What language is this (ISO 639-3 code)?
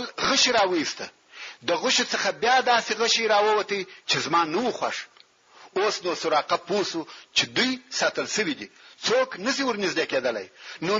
pus